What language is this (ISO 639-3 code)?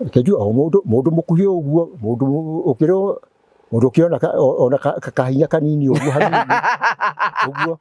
kik